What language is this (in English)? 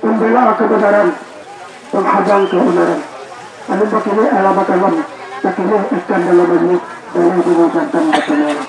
Minangkabau